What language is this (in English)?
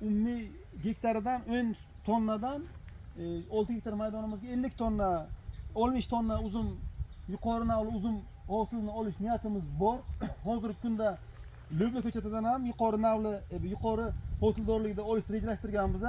Uzbek